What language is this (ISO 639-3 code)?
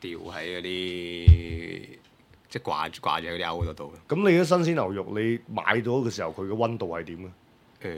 yue